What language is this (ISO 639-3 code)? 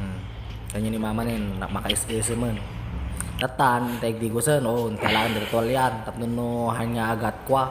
ilo